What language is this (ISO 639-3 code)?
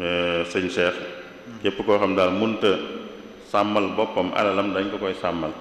wol